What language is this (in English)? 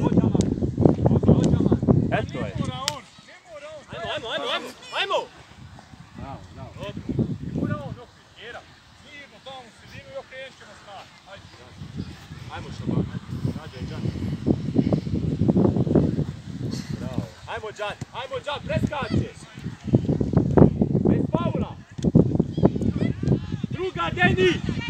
Croatian